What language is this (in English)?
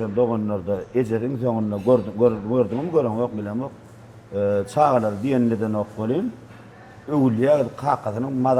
Turkmen